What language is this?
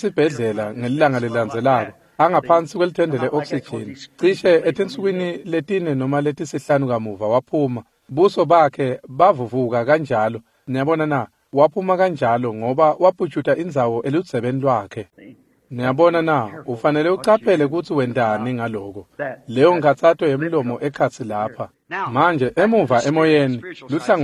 Swati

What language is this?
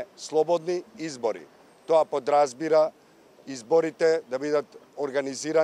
Macedonian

